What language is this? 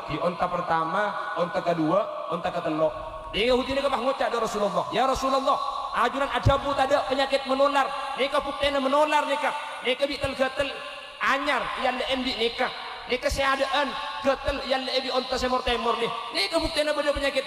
Madurese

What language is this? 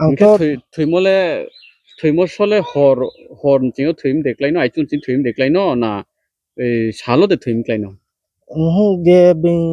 Riang (India)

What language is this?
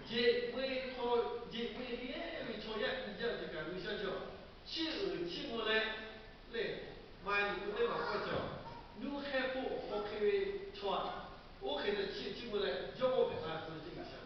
Lahu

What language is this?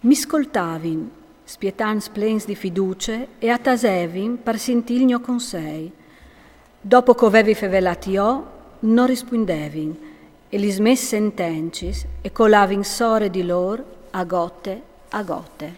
Friulian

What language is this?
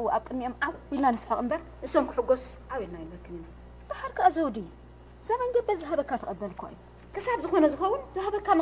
Tigrinya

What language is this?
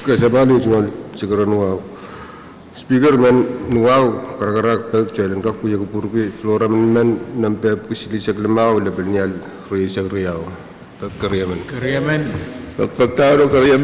Pohnpeian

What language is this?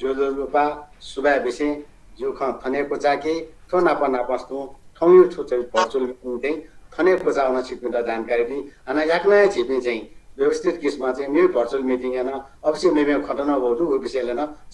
Newari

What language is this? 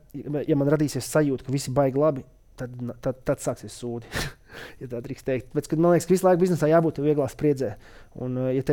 Latvian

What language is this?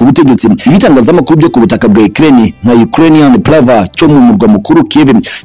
Kinyarwanda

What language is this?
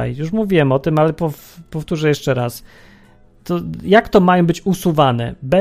Polish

